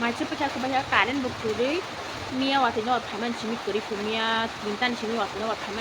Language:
Kok Borok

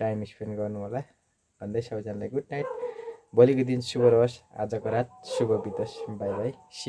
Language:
Nepali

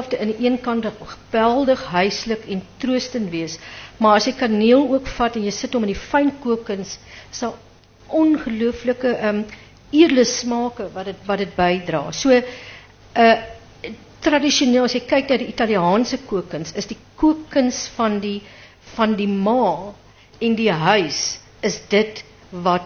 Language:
Afrikaans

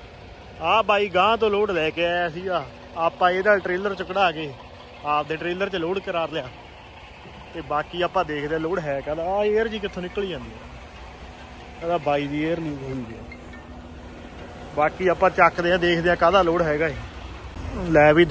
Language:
Punjabi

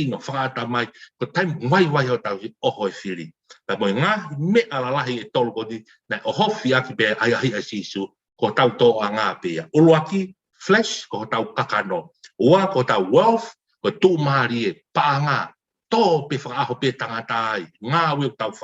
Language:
Tongan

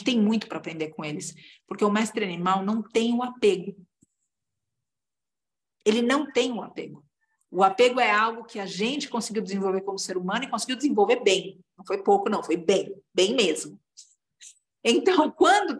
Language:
Portuguese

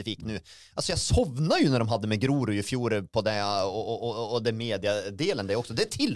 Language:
Norwegian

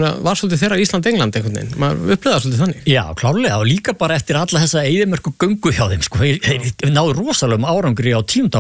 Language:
Icelandic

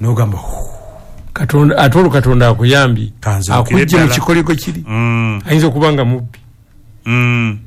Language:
Ganda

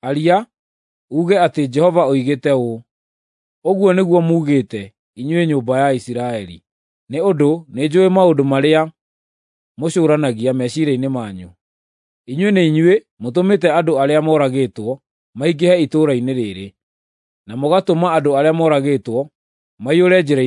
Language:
Kikuyu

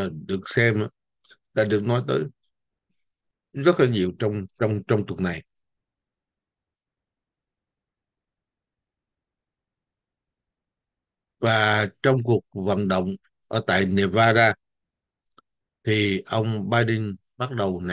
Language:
Vietnamese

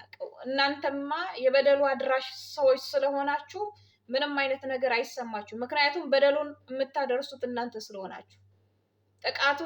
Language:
Amharic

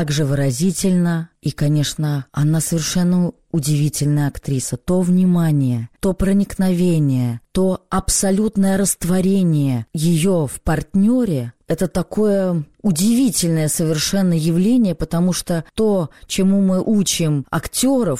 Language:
Russian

